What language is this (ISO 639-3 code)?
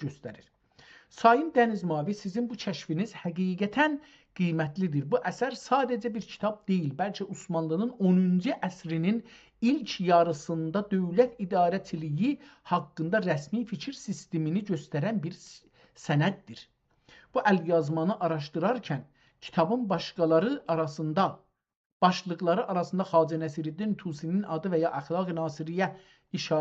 azb